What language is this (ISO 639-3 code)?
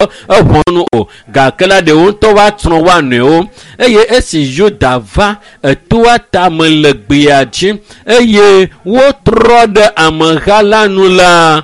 ewe